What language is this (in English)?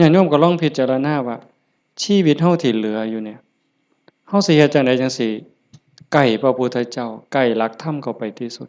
Lao